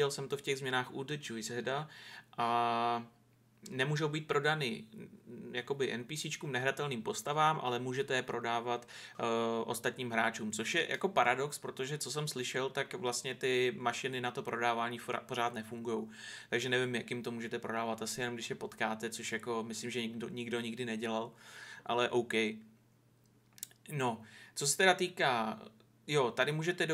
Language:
Czech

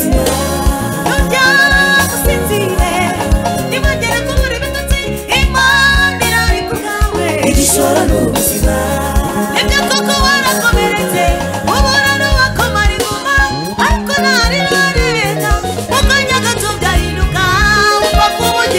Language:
Kinyarwanda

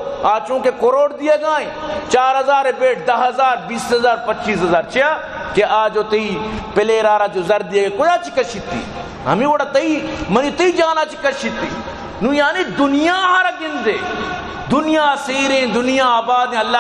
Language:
Baluchi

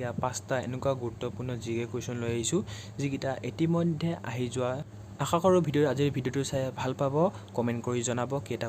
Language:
Assamese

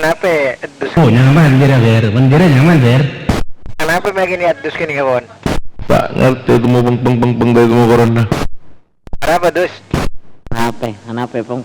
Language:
Madurese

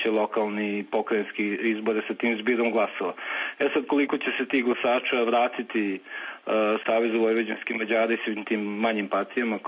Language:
Serbian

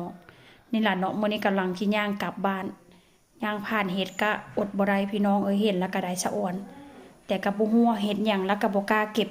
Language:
Northeastern Thai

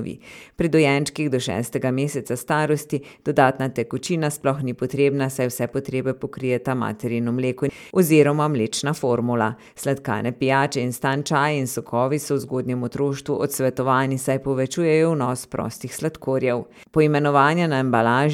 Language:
Slovenian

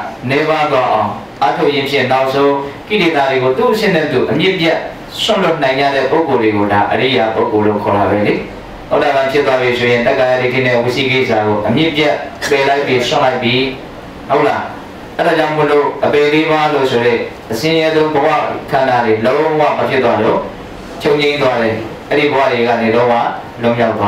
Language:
Burmese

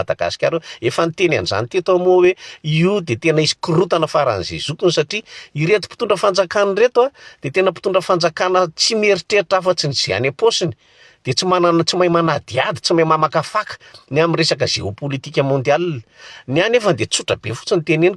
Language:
Malagasy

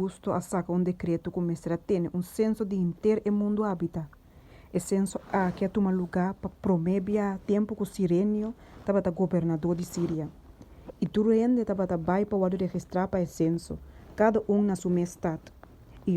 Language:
Papiamento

